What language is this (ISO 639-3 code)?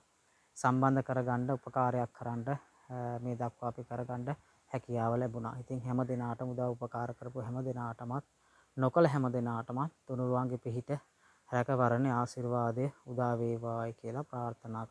sin